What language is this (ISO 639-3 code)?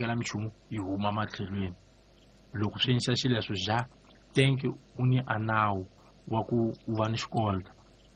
tso